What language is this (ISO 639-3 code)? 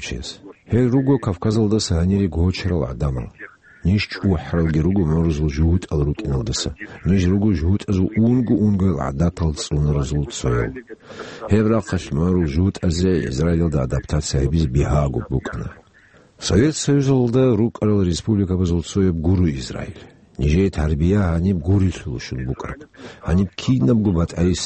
ava